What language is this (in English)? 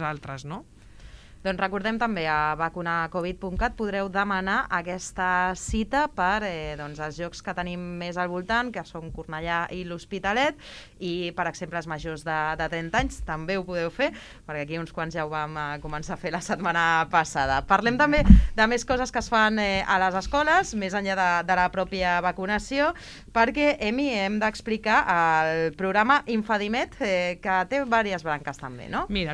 Catalan